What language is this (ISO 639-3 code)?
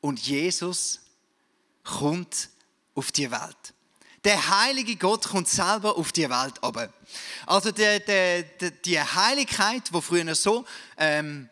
gsw